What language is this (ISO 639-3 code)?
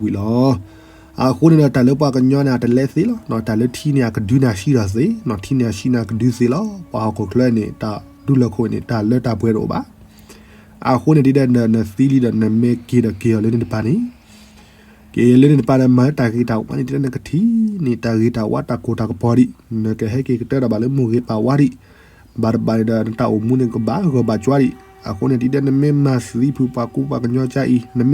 ksw